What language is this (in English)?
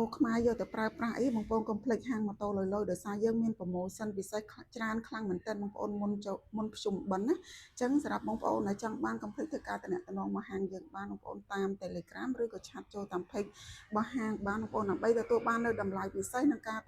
Khmer